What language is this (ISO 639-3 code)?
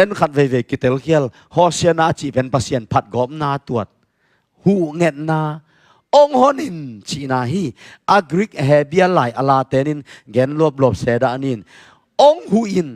ctd